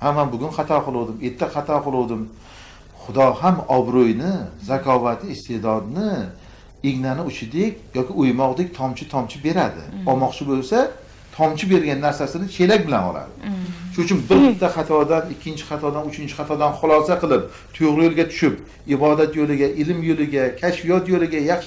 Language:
Uzbek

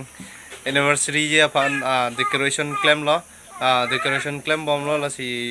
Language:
Karbi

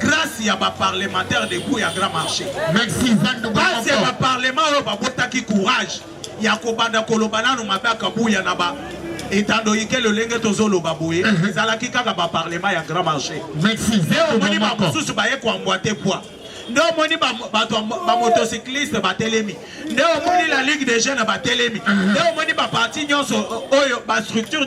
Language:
Lingala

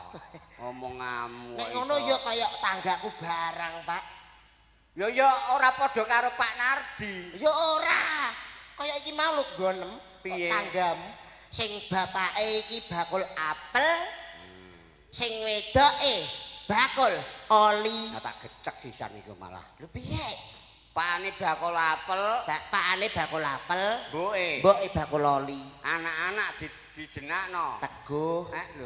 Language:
Javanese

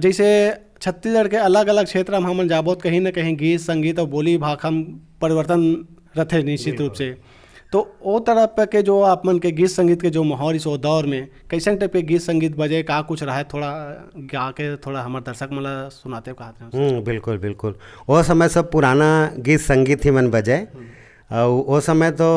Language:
Chhattisgarhi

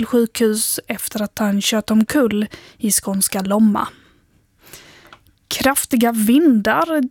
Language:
Swedish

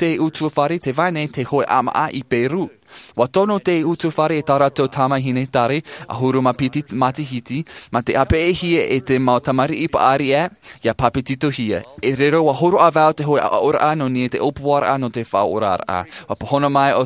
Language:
Tahitian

